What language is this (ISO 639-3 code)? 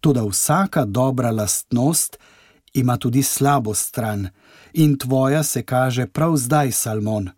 slv